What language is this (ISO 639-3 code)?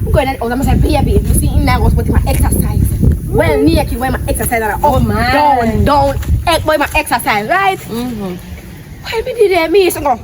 jam